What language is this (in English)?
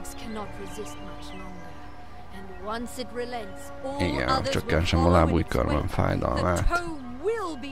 Hungarian